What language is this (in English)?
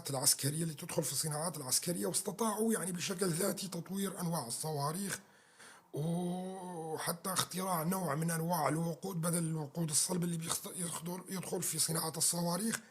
North Levantine Arabic